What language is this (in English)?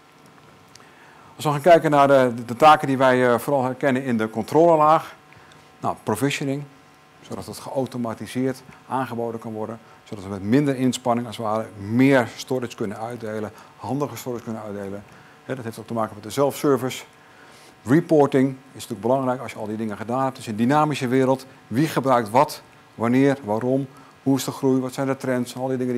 Dutch